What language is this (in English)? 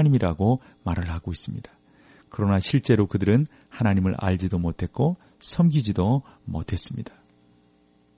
Korean